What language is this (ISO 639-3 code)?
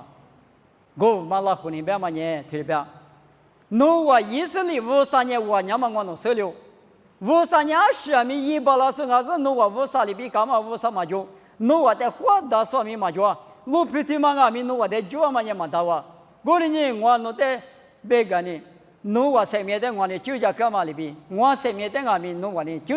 lis